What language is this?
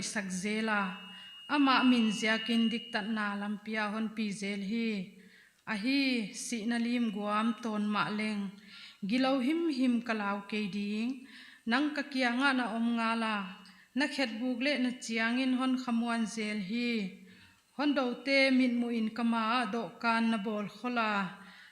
Paite Chin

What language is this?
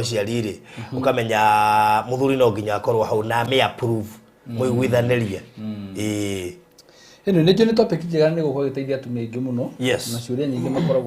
Kikuyu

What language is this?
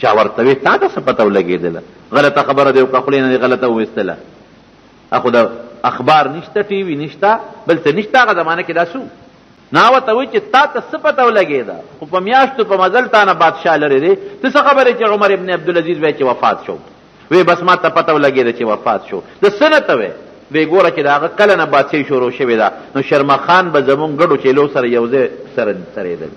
Pashto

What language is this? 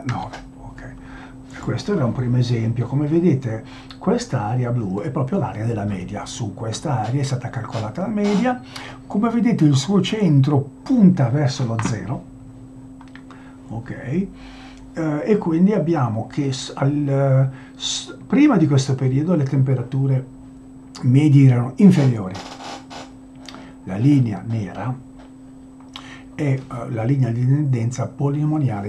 Italian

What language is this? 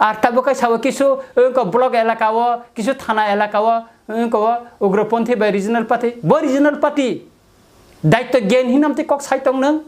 Kok Borok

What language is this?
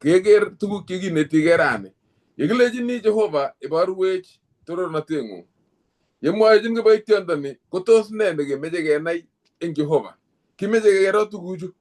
Kalenjin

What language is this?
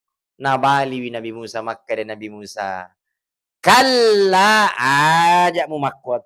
Buginese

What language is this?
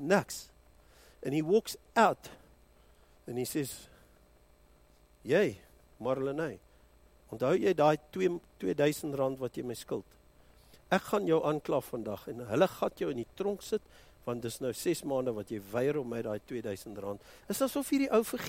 Afrikaans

